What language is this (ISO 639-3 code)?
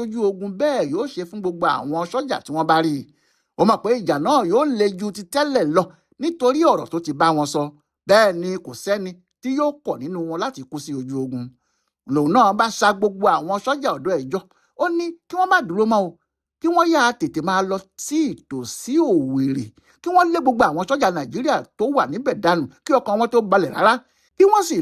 yor